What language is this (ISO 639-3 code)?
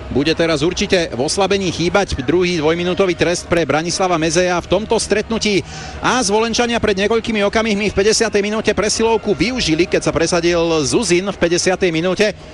slk